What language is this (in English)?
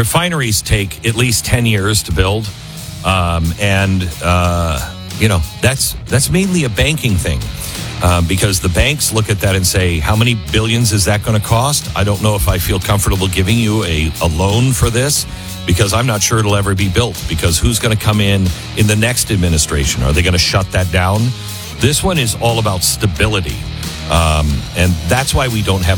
English